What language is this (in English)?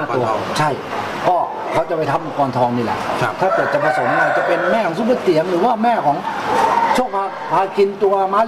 Thai